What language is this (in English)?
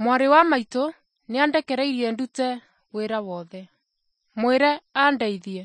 Kikuyu